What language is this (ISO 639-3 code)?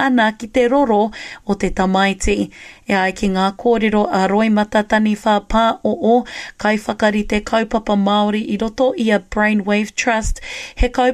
mri